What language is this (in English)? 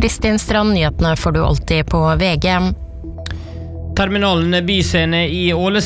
Norwegian